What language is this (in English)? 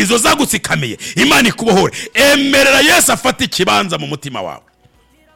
Rundi